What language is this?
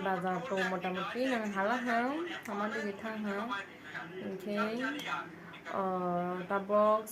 Kok Borok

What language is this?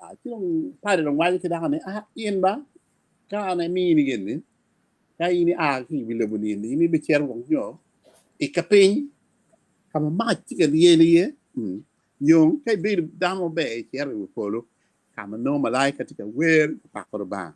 Acoli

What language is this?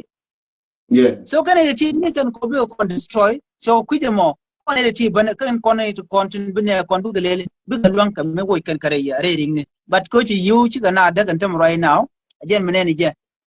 Nuer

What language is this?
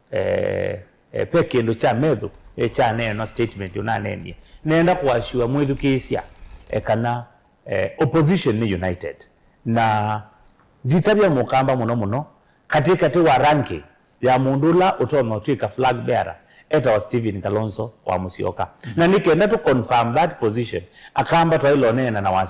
Kamba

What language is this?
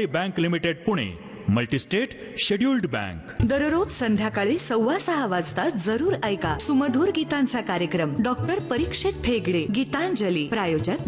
Marathi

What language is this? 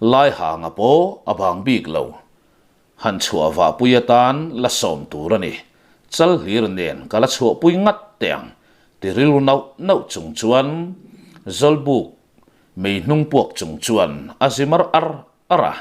Mizo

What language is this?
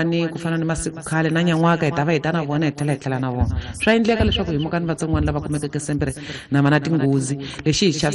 Tsonga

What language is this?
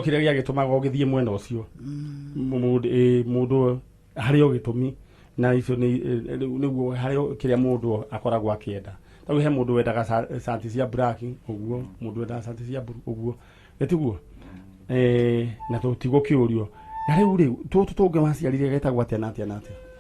Kikuyu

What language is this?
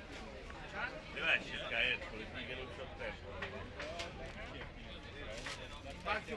Italian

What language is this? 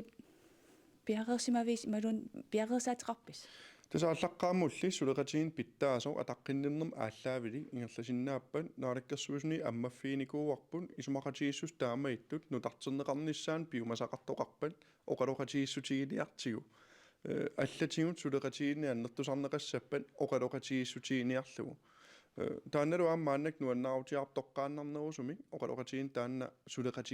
Kalaallisut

